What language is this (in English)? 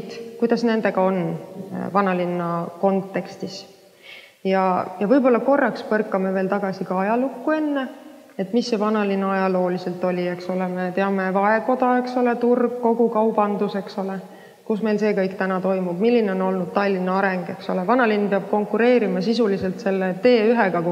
Estonian